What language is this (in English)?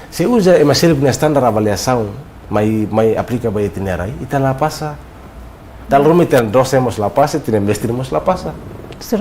Tetum